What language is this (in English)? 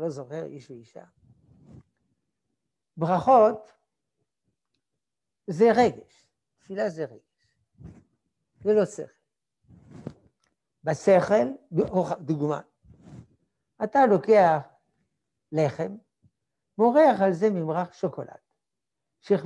Hebrew